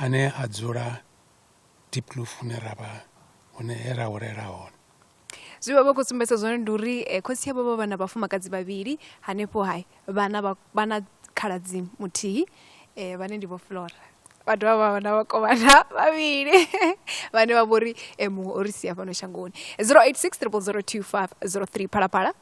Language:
Venda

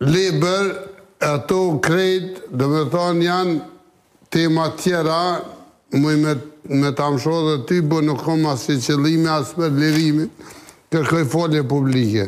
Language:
Albanian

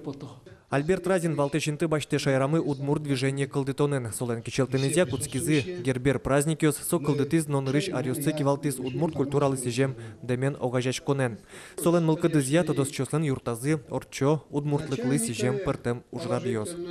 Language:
Udmurt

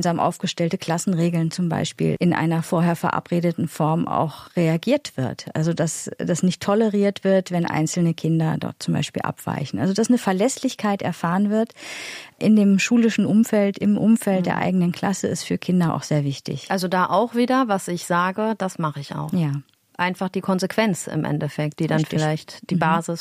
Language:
German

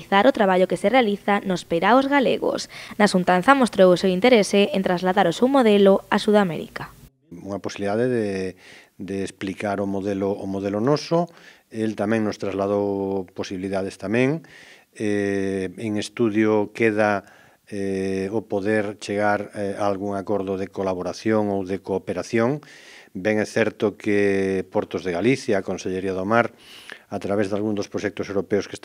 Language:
Galician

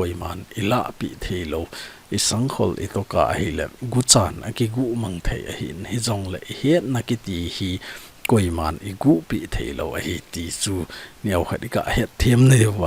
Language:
Thado Chin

